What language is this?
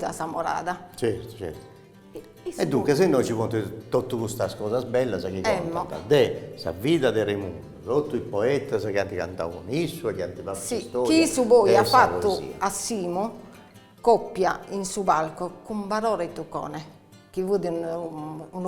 Sardinian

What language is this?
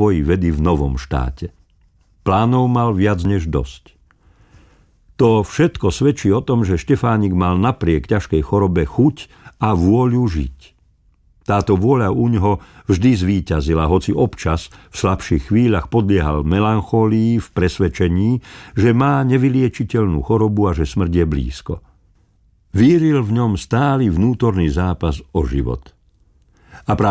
Slovak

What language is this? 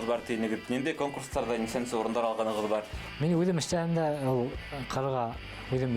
Bashkir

